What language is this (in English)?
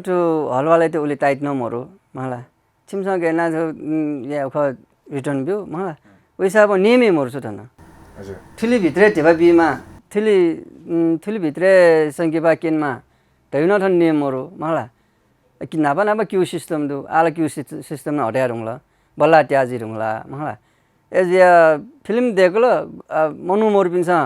Newari